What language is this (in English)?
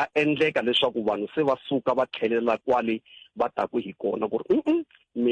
Tsonga